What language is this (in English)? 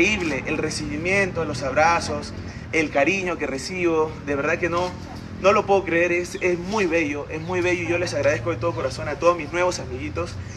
Spanish